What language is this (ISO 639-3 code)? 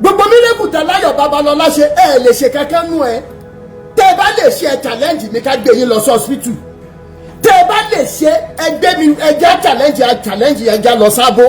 yor